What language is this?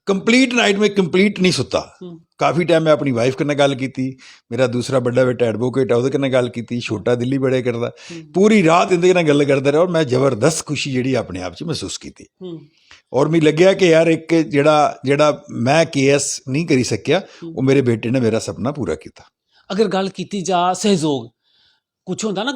Dogri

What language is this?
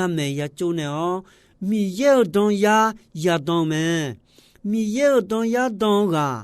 Akha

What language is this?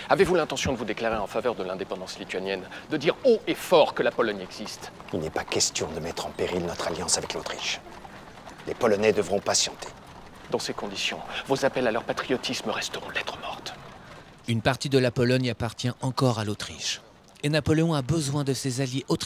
French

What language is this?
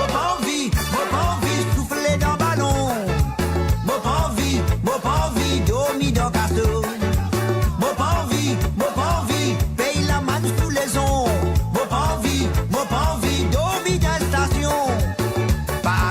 Morisyen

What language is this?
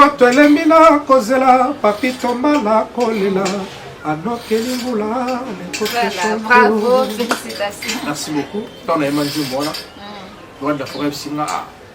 Lingala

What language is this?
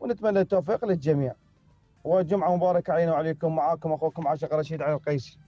Mesopotamian Arabic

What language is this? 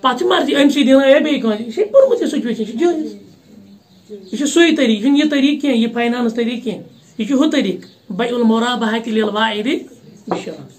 Kashmiri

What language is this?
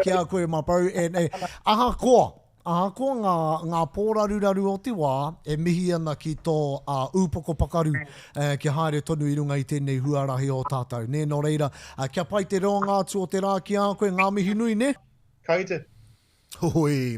Māori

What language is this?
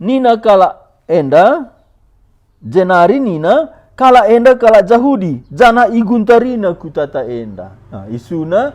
Batak Karo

